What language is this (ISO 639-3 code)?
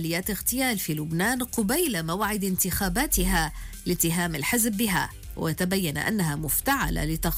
ara